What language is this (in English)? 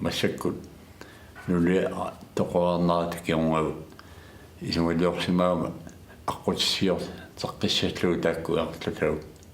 Kalaallisut